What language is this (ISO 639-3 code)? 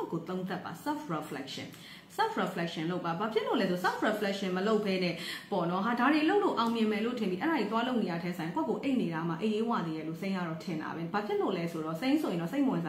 mya